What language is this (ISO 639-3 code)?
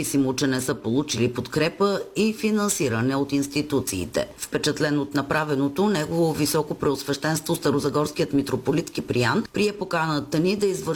bul